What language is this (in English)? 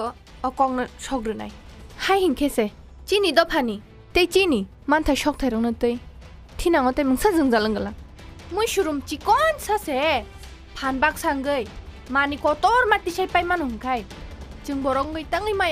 Kok Borok